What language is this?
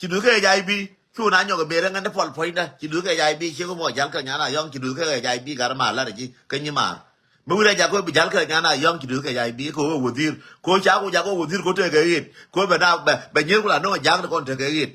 Nuer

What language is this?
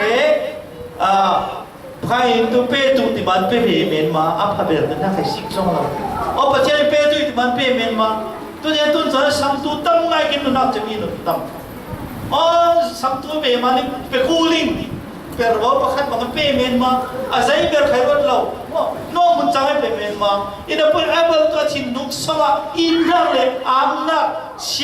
Falam Chin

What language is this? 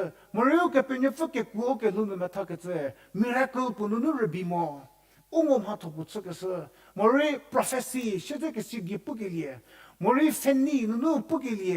Angami Naga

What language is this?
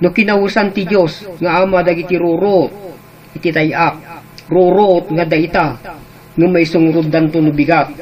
Iloko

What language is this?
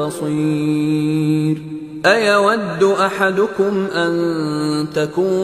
Arabic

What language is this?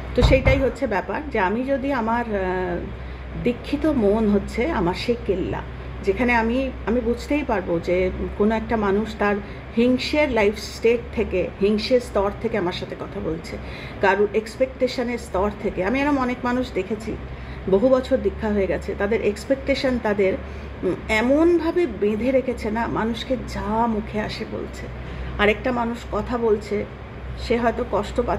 Bangla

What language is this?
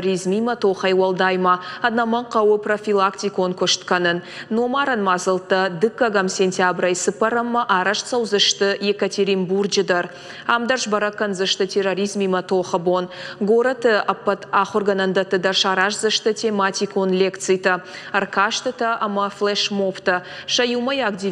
Ossetic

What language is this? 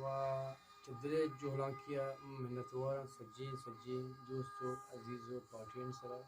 Eastern Balochi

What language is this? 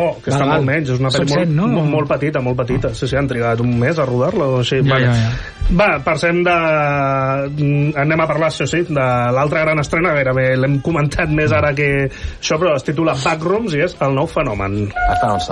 Catalan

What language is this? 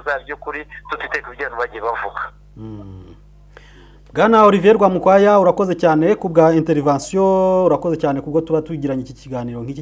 Kinyarwanda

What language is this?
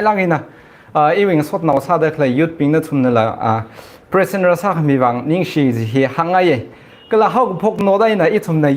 Tangkhul Naga (India)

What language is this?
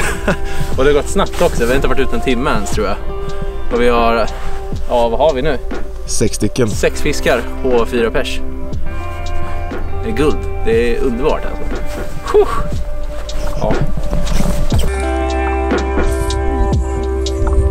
Swedish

